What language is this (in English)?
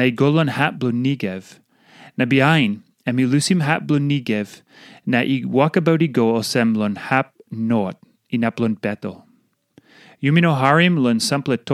Tok Pisin